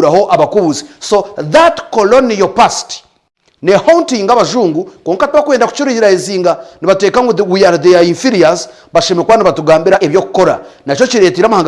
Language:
Nyankole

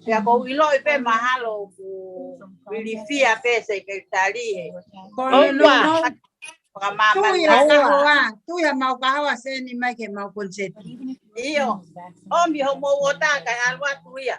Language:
Tongan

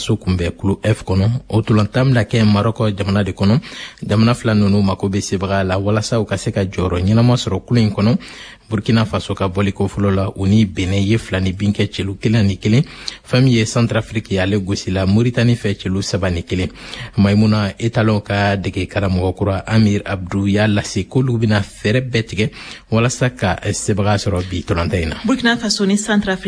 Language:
Bambara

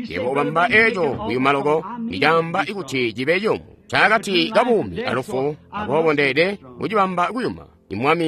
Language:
Tonga (Zambia)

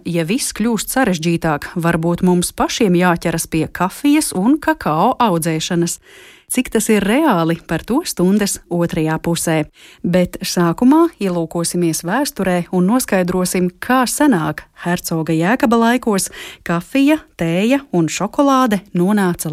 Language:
Latvian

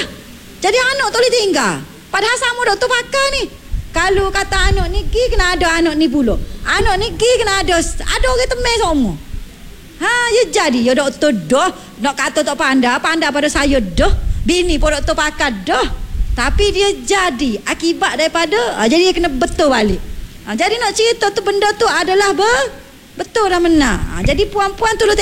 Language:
Malay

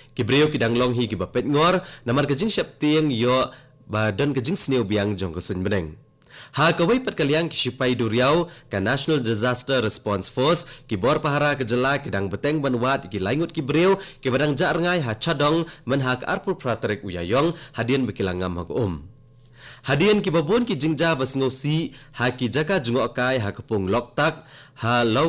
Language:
Khasi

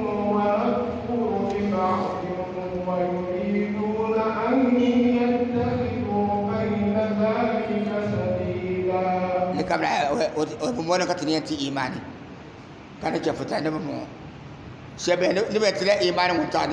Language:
Dagbani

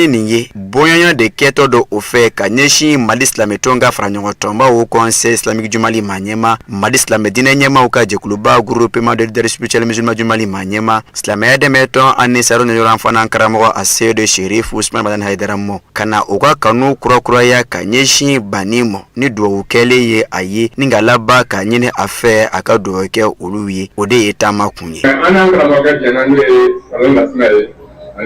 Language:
Bambara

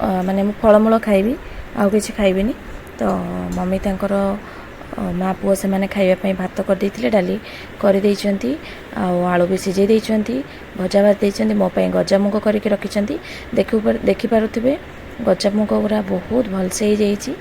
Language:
Odia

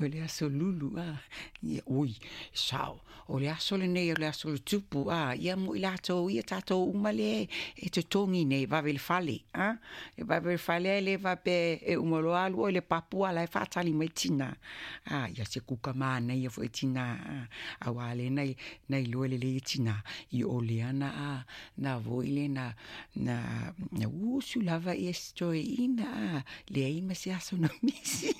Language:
Samoan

